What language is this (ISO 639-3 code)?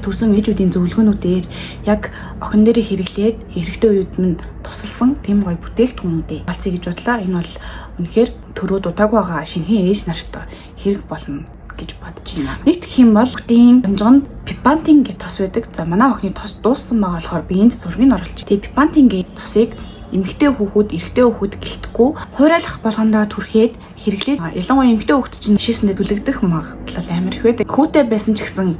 mon